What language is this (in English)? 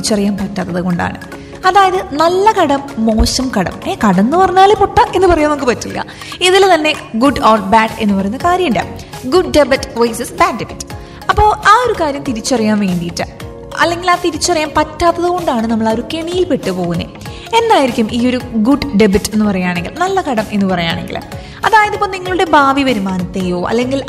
Malayalam